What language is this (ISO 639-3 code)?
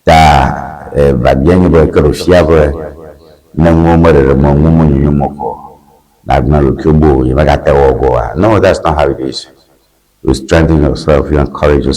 ewe